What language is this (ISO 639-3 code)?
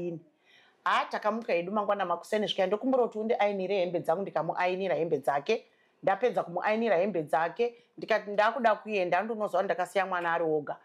sna